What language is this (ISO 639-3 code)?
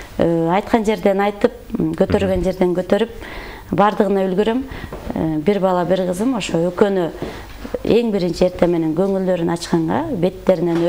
kir